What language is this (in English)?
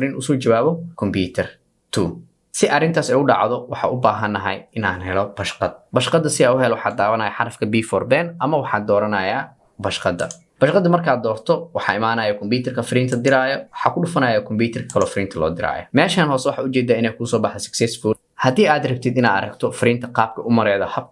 Somali